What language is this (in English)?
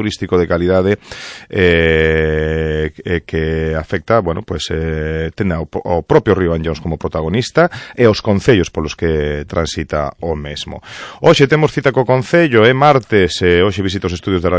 Galician